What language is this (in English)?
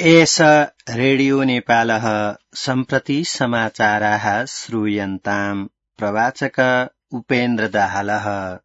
Sanskrit